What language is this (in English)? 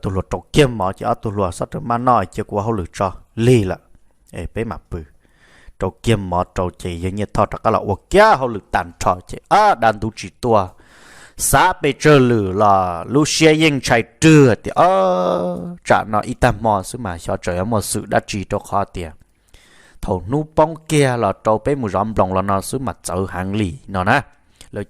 Hmong